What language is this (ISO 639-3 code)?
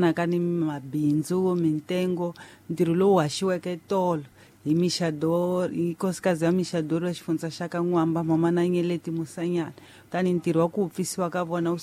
tso